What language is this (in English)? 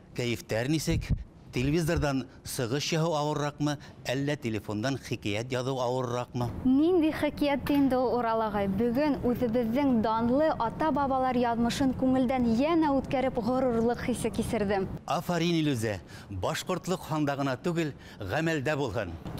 Bashkir